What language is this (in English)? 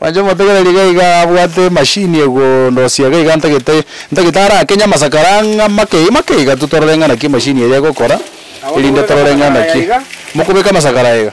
Gusii